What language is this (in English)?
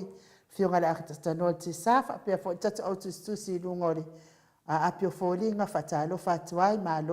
Samoan